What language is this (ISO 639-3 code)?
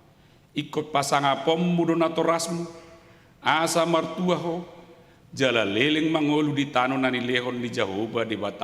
bbc